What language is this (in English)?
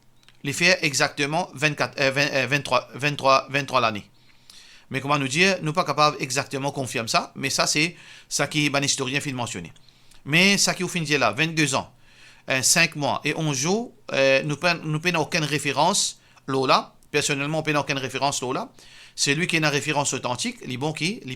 Morisyen